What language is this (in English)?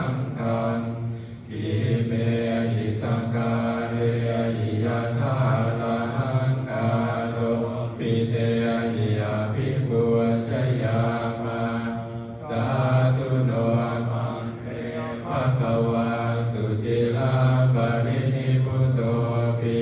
Pali